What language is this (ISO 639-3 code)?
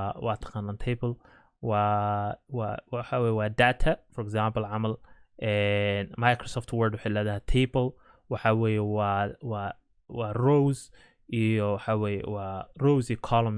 som